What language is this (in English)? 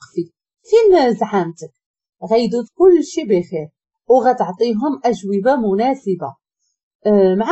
Moroccan Arabic